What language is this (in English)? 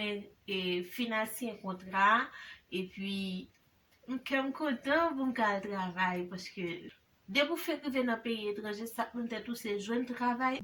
Haitian Creole